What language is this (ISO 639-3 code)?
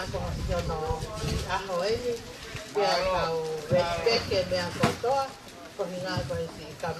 ton